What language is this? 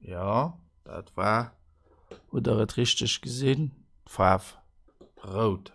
Luxembourgish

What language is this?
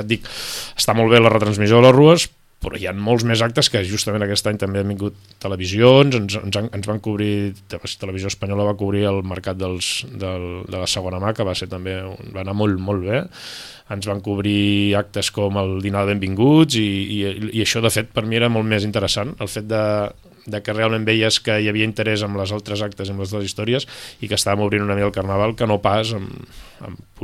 Catalan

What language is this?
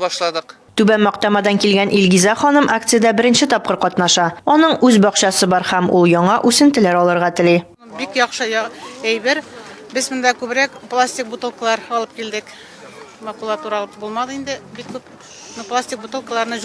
Tatar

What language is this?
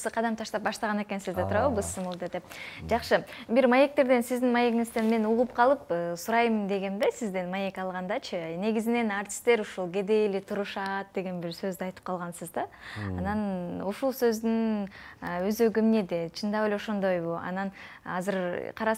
Kyrgyz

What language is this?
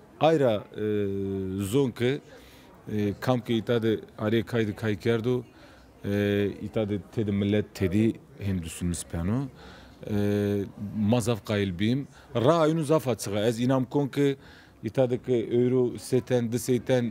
Zaza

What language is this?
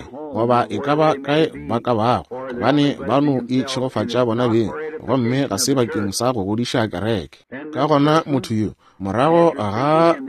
Northern Sotho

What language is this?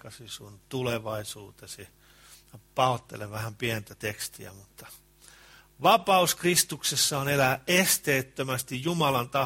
Finnish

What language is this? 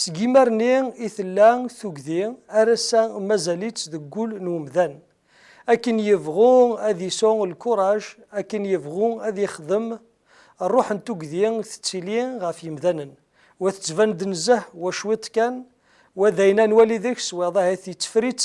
Kabyle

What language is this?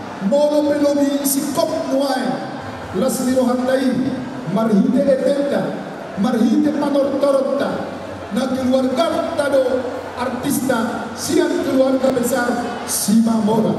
Batak Toba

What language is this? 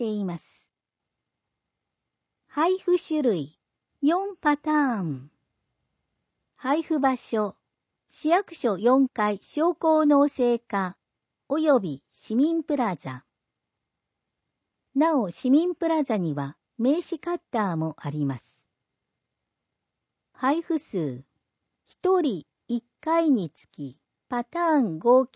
Japanese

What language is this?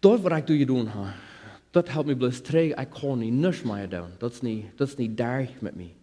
Plautdietsch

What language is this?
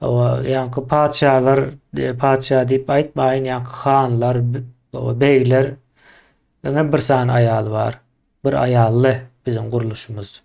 Turkmen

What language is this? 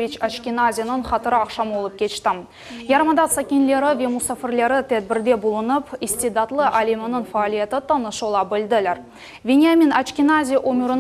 Crimean Tatar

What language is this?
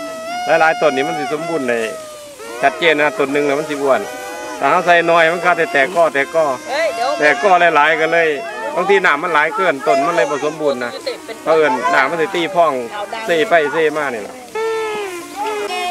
Thai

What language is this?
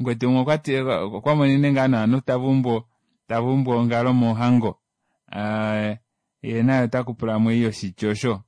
Kuanyama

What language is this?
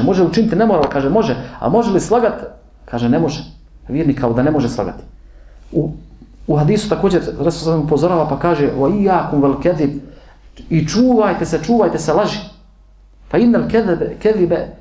Bosnian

